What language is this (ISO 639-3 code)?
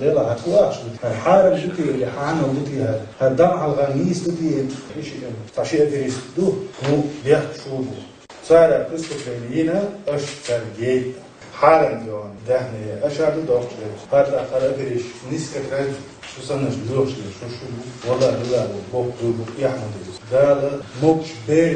che